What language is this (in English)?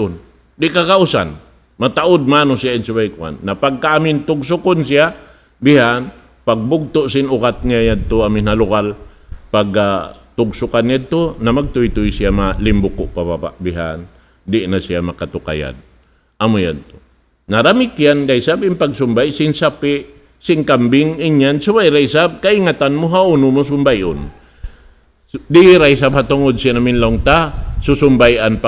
Tausug